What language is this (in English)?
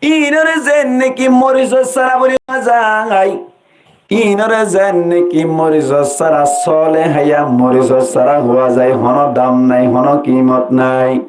Rohingya